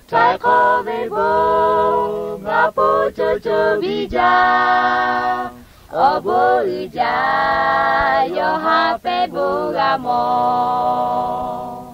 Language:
Lahu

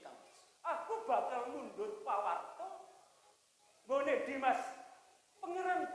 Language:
Javanese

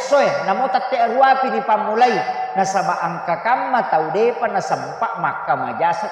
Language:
Buginese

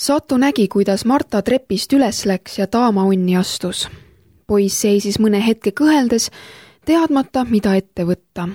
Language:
Estonian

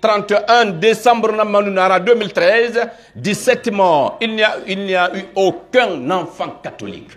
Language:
Pular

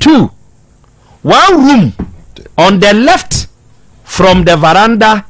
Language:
Akan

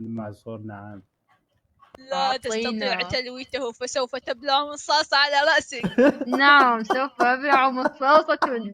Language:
Mesopotamian Arabic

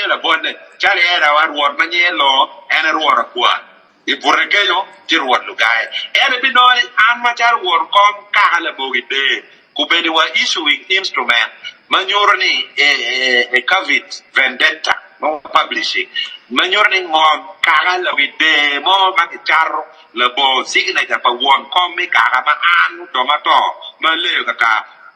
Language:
Acoli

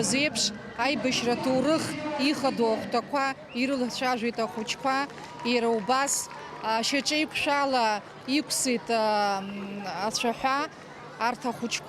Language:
Abkhazian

